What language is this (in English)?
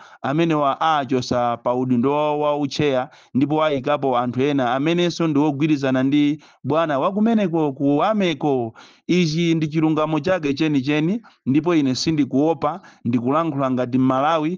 Nyanja